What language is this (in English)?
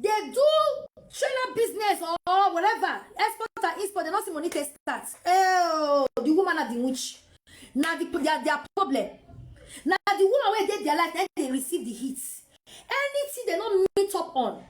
Nigerian Pidgin